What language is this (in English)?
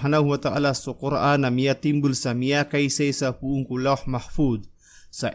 Maranao